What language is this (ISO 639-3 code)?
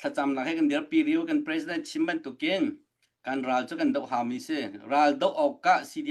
cnh